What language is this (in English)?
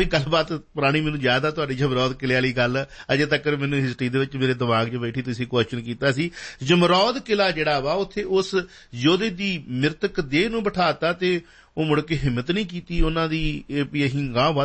Punjabi